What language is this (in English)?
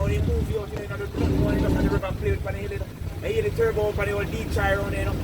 Jamaican Creole English